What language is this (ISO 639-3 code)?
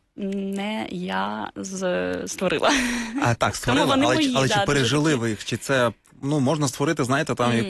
ukr